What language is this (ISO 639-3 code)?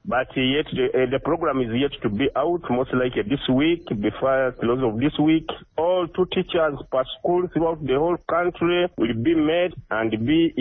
nyo